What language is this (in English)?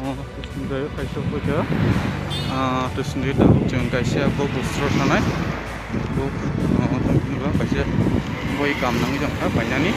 Kok Borok